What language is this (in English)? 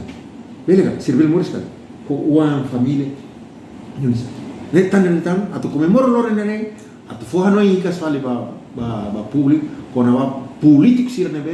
Tetum